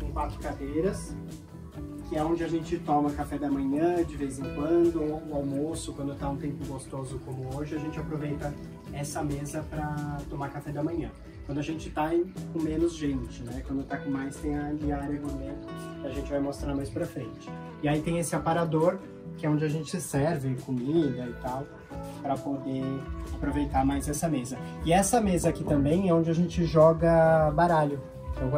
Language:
Portuguese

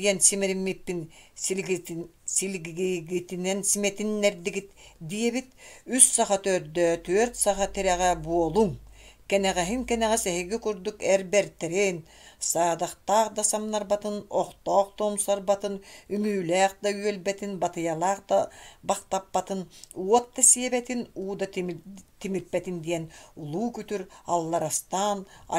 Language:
Yakut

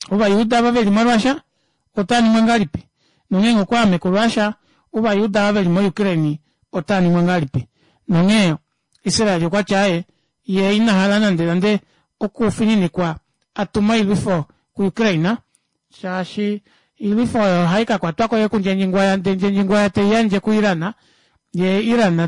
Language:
Kuanyama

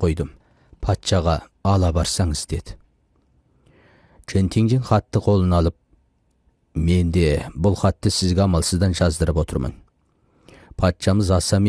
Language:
Kazakh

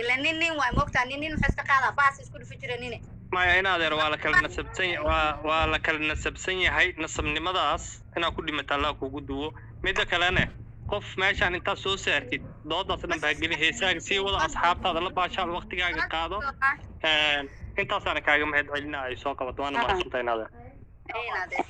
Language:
Somali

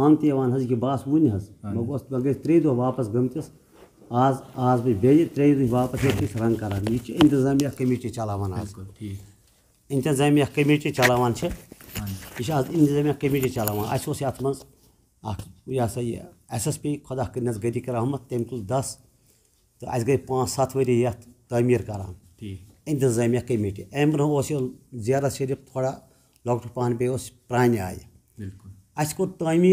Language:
Kashmiri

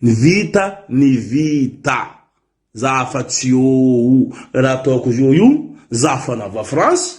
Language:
Malagasy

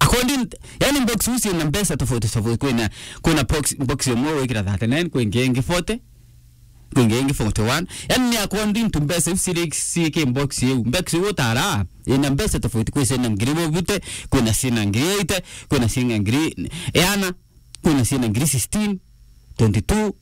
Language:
Meru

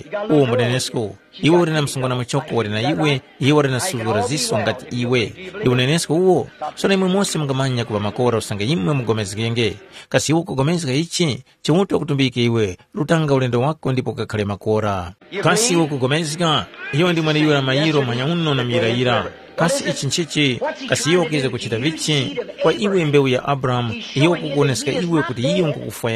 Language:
Tumbuka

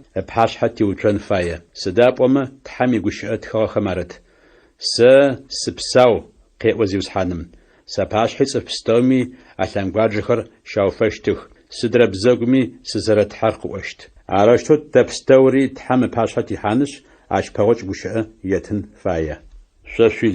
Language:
Adyghe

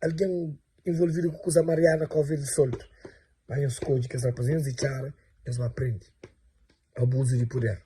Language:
Kabuverdianu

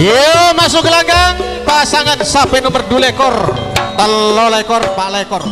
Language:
Madurese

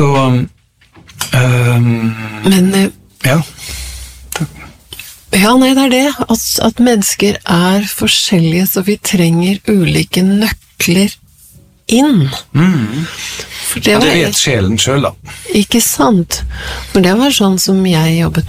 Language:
Norwegian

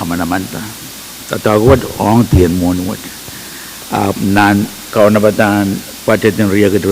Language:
Pohnpeian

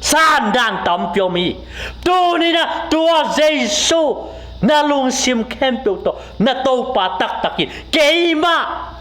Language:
Tedim Chin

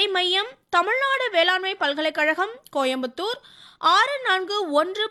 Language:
Tamil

